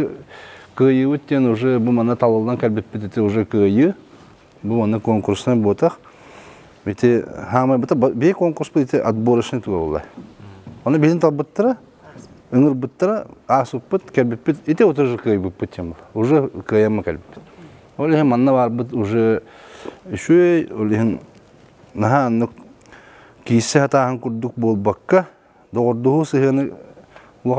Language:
Yakut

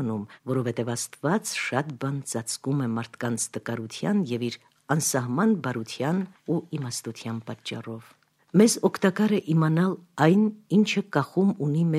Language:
Armenian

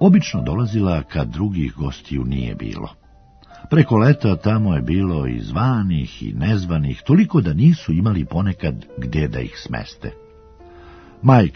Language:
Serbian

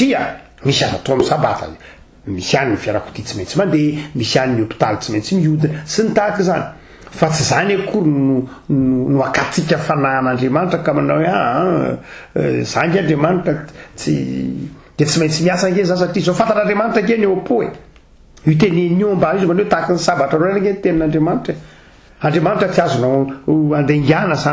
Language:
Malagasy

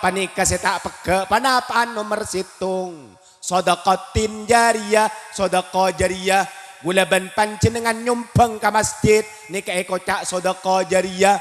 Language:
Madurese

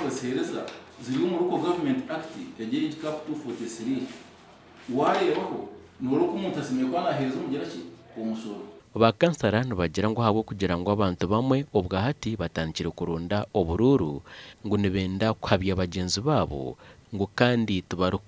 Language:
Nyankole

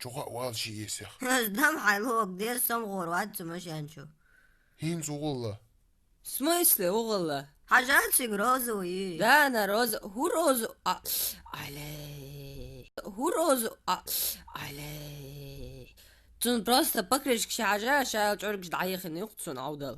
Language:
Chechen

